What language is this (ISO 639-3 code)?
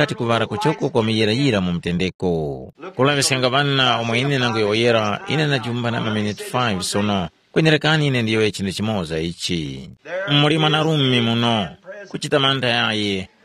tum